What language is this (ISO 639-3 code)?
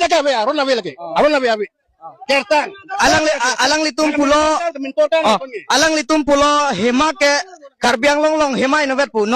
mjw